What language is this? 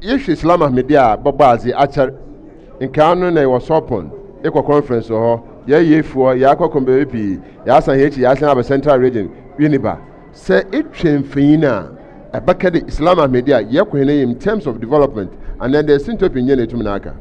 Akan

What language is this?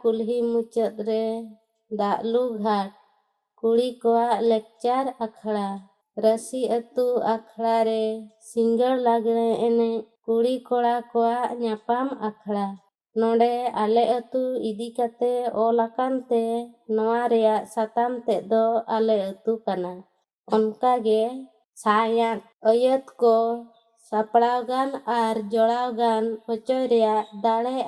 Santali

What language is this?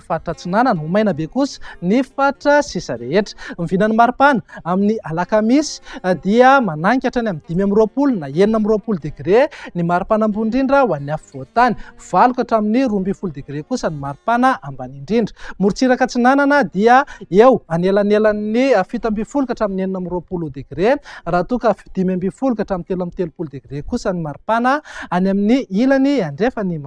Malagasy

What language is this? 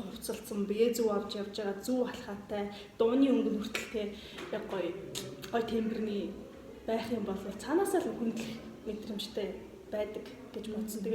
Mongolian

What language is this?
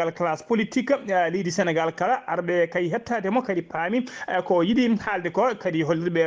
Fula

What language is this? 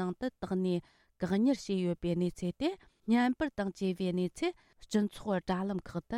Tibetan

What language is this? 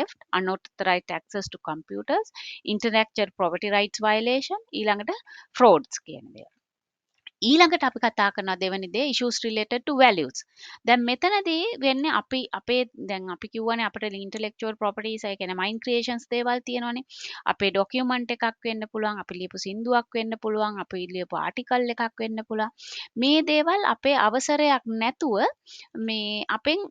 Sinhala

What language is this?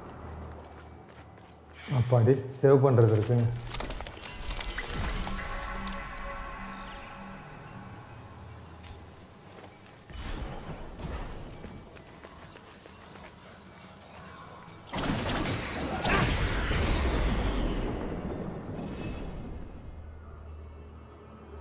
Tamil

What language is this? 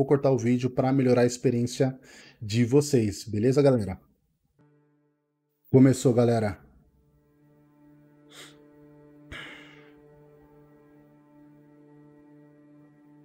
Portuguese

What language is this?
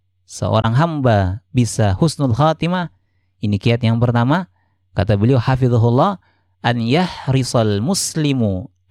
Indonesian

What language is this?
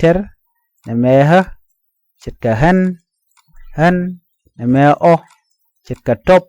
Nuer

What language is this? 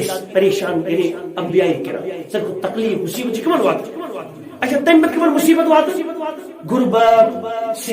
Kashmiri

